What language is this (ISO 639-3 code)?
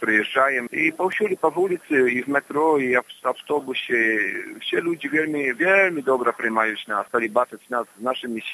bel